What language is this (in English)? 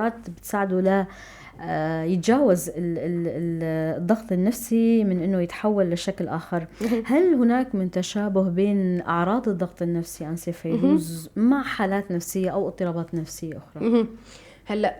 North Levantine Arabic